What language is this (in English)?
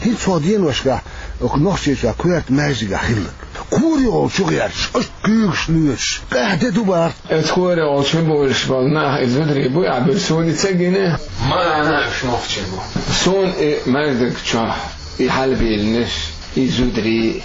Chechen